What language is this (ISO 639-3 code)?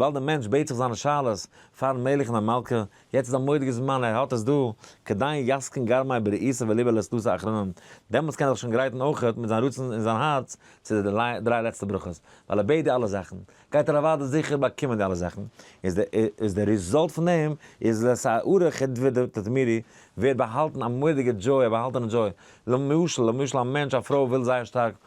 yid